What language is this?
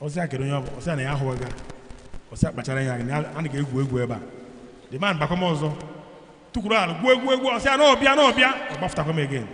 Igbo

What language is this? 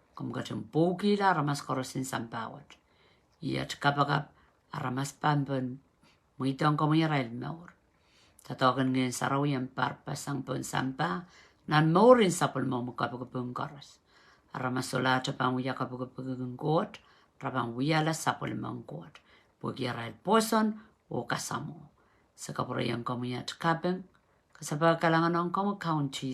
Pohnpeian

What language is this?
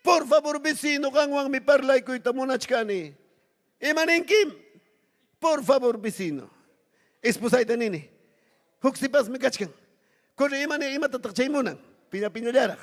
Ayacucho Quechua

